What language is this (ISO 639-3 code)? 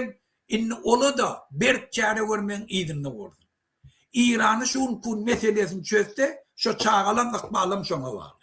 tuk